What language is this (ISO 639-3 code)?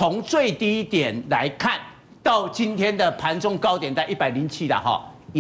zho